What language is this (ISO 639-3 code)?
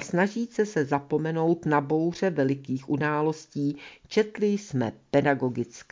ces